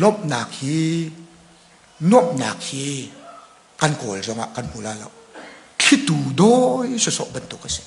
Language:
Hakha Chin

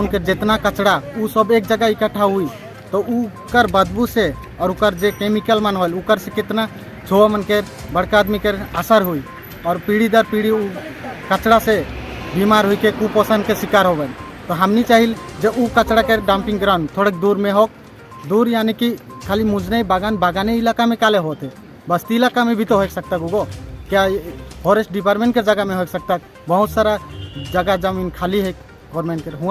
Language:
Sadri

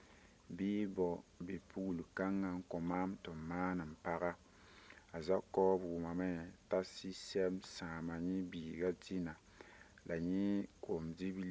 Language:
Mossi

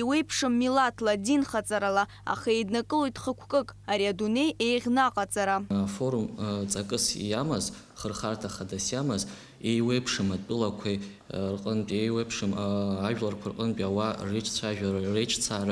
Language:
Abkhazian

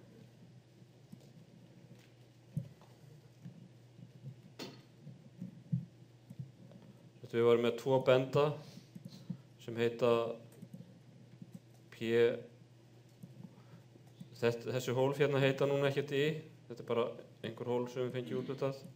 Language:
Icelandic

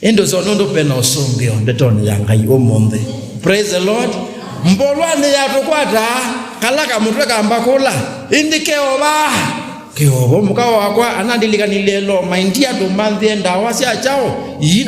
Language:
Kamba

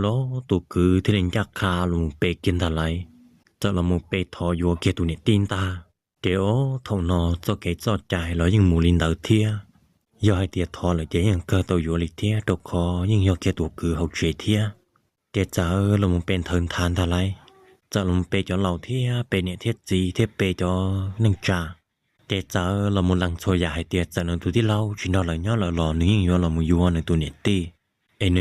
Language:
Hmong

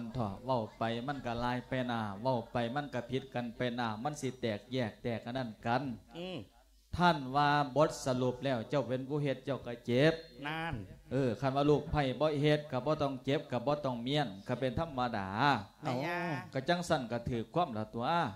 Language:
Lao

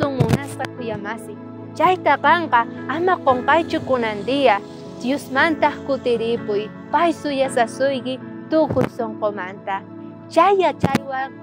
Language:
South Bolivian Quechua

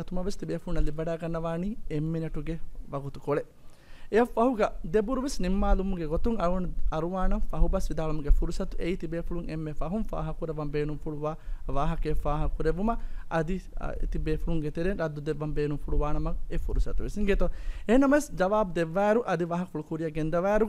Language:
Divehi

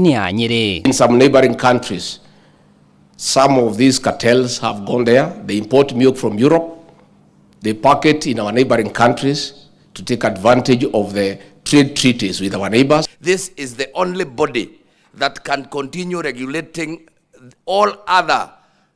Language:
Kikuyu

